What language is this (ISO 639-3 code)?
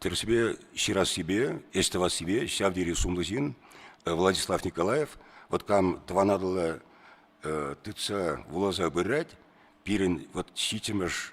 chv